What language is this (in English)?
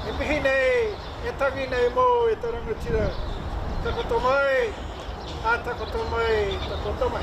Māori